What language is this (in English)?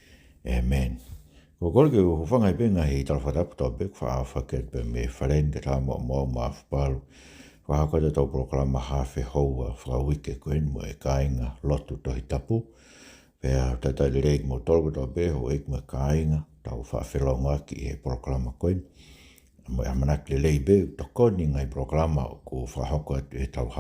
Tongan